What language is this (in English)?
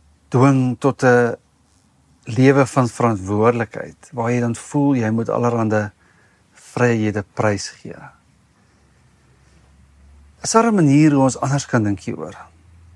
Afrikaans